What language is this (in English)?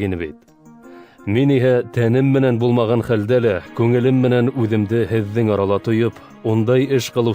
Bashkir